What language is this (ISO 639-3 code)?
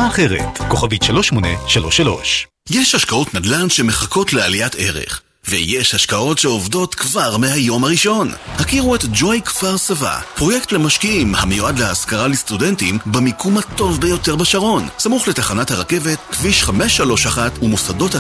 heb